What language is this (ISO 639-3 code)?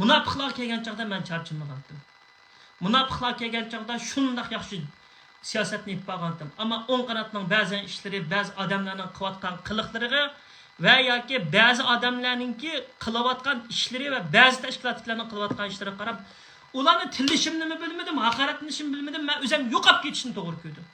uig